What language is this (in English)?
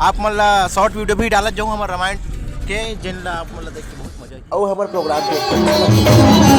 Chhattisgarhi